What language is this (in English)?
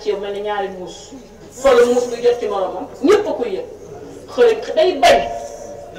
Wolof